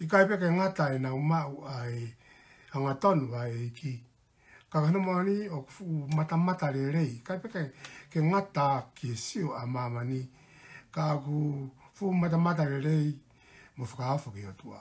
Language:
Tongan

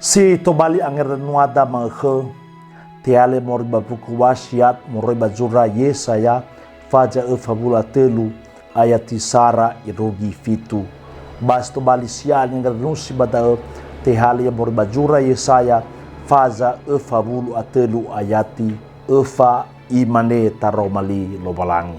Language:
Nias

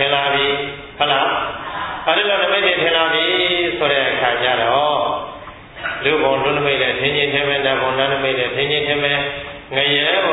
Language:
Burmese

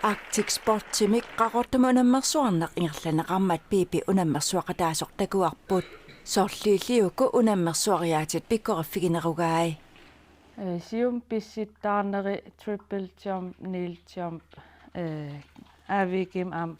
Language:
Kalaallisut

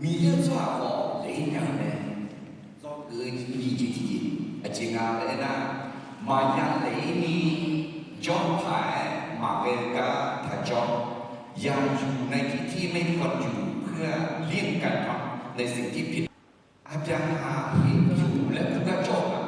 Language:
Akha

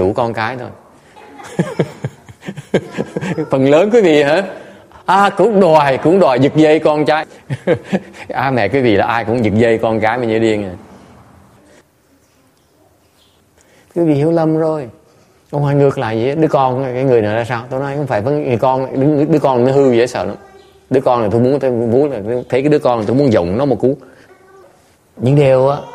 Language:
Vietnamese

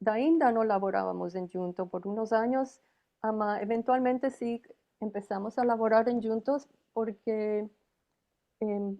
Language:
Ladino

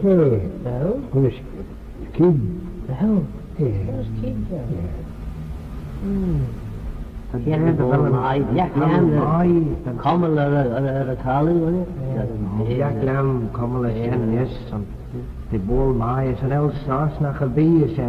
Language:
Manx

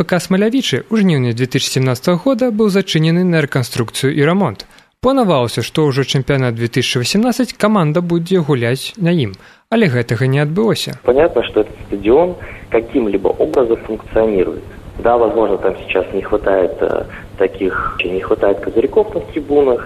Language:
Belarusian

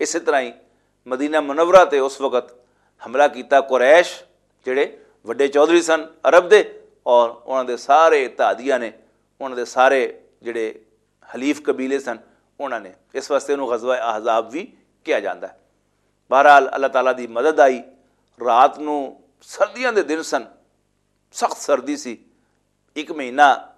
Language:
Western Panjabi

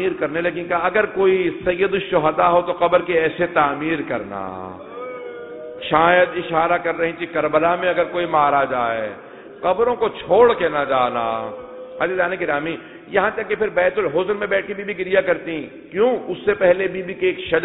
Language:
Urdu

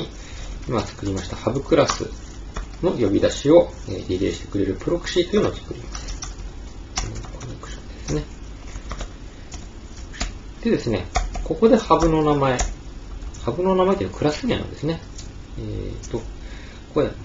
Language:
Japanese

